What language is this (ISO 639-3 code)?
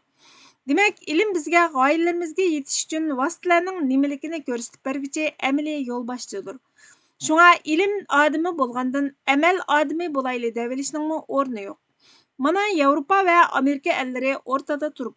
uig